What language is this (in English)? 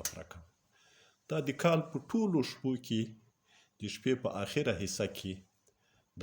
Pashto